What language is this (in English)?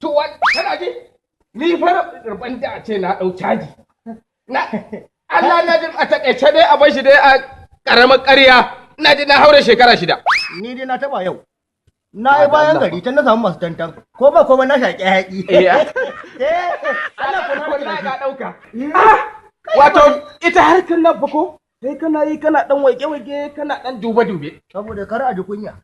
Hausa